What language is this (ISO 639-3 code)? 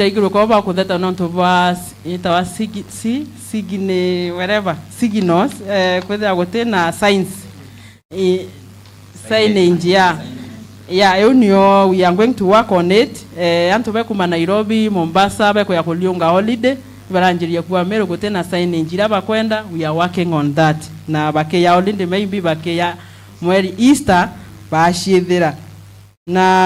mer